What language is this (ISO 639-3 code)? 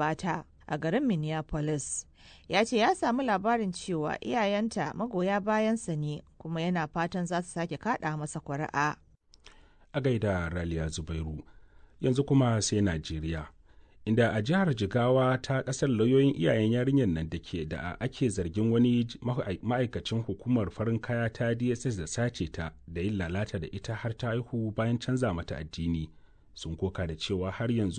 hau